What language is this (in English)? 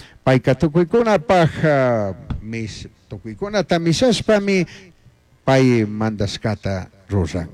Chimborazo Highland Quichua